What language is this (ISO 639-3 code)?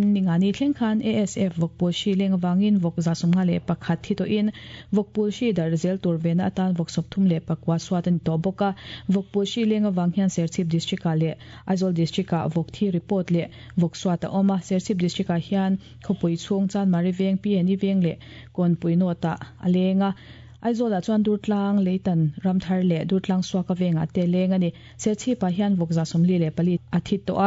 lus